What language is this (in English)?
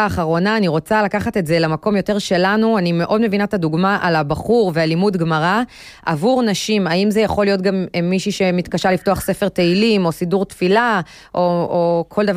Hebrew